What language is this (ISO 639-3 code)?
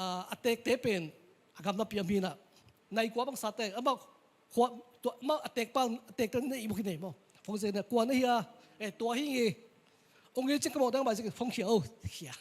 ctd